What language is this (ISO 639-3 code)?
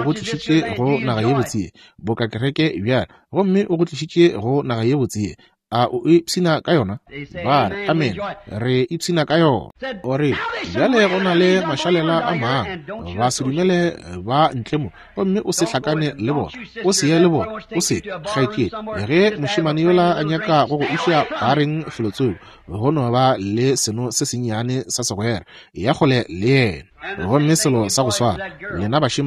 nso